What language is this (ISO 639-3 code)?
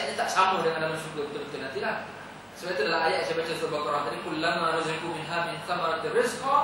msa